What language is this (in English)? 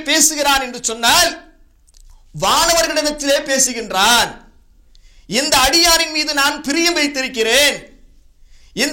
Tamil